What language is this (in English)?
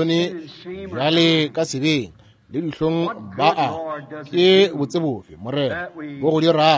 Northern Sotho